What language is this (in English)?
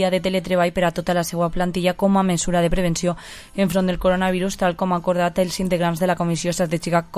Catalan